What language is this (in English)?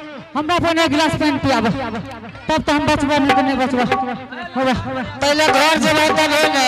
Angika